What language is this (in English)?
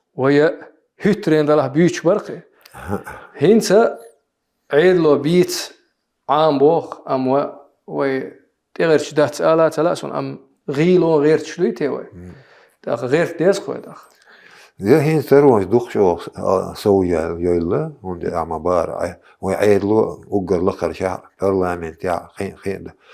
Chechen